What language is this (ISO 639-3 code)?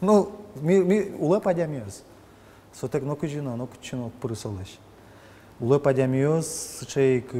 udm